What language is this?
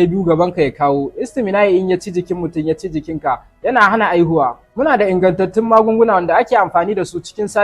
Hausa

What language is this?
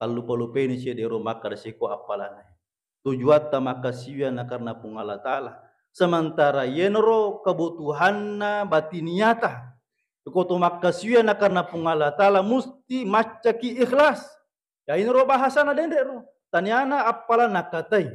Buginese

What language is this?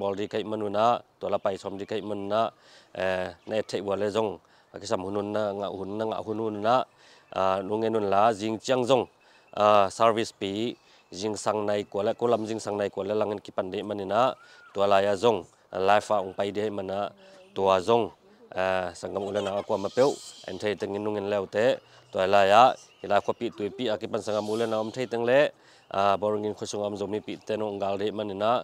Tedim Chin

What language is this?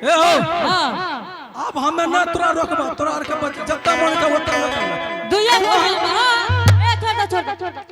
Angika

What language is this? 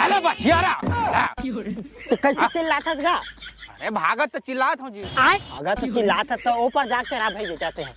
Chhattisgarhi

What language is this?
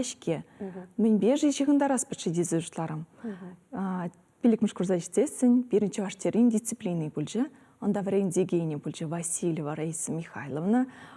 Chuvash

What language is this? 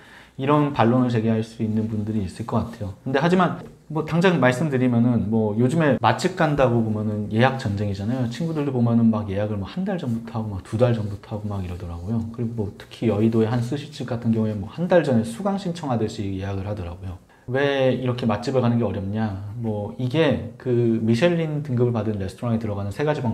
Korean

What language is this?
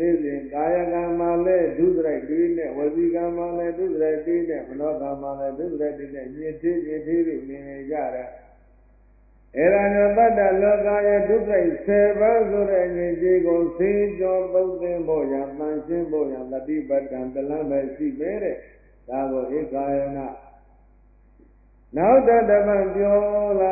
Burmese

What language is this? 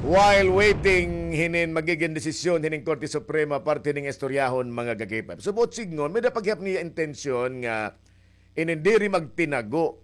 Waray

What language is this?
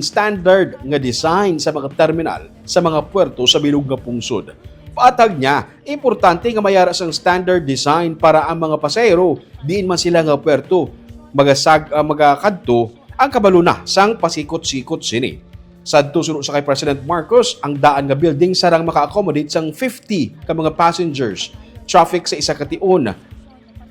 Hiligaynon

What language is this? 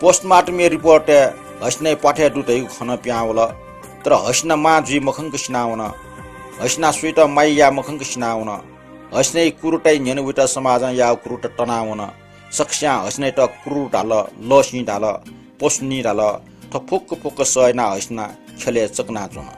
Newari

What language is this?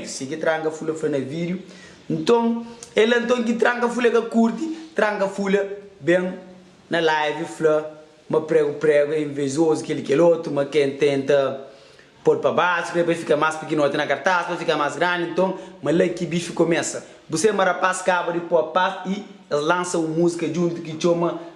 Kabuverdianu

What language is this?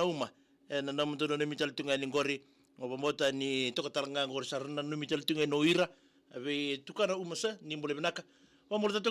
Fijian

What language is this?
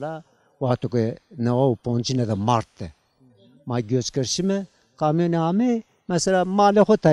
Zaza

